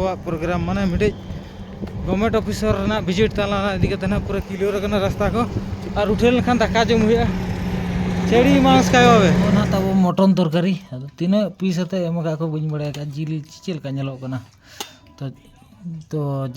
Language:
Santali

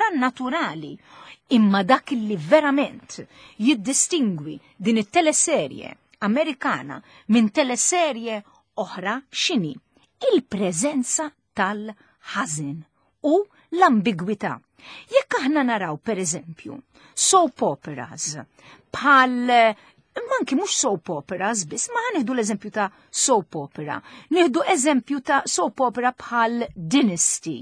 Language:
Maltese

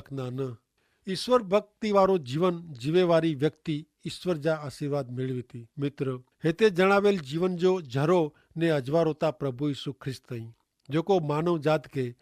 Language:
Kachhi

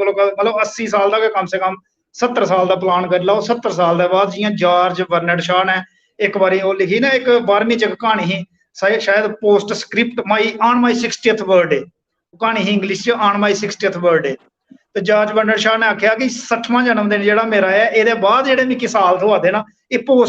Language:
Dogri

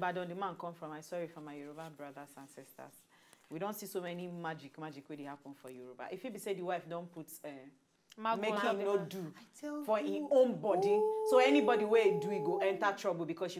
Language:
Nigerian Pidgin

